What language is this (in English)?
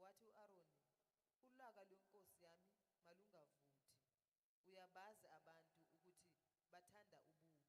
Zulu